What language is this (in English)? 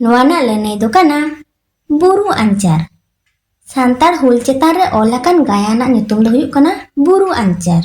Santali